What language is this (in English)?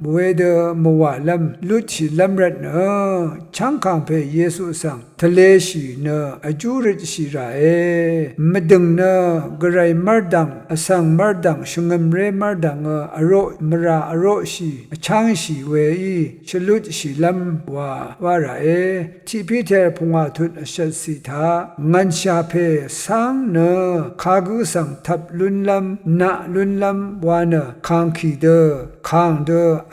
Rawang